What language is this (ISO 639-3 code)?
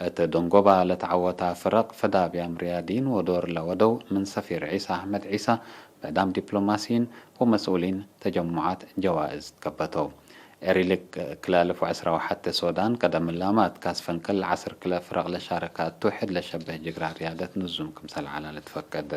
tig